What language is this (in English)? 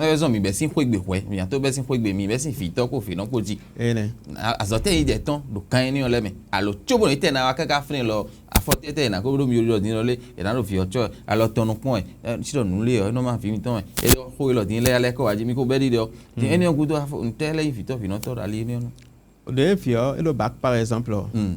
Fon